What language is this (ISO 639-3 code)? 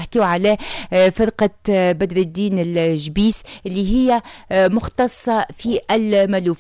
aeb